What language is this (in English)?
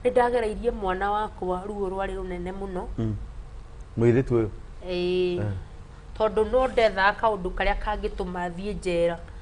Kikuyu